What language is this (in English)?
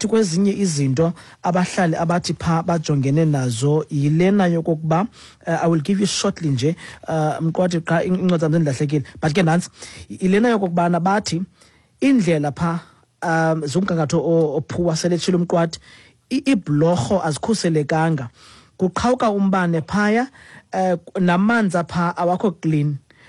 Xhosa